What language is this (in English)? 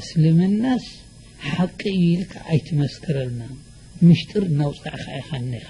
Tigrinya